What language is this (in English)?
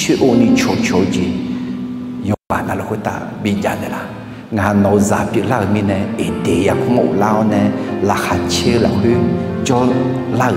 Akha